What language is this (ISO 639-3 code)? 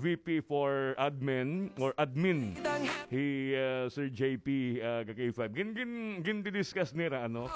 war